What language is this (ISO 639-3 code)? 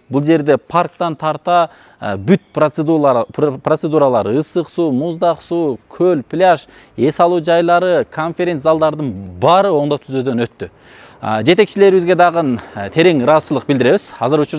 kir